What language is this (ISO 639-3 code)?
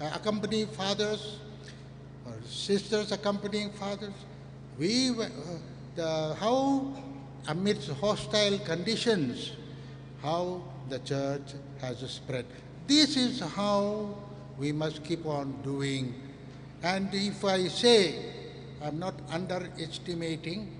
nmf